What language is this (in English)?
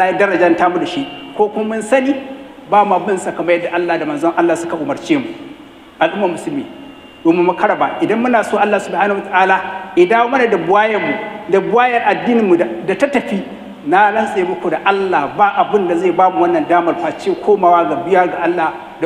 Hausa